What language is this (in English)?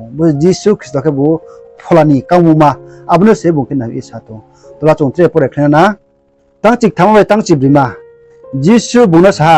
Riang (India)